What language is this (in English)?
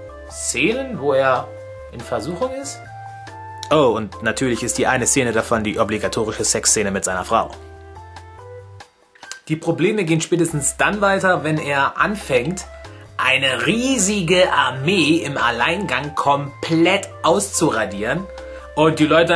German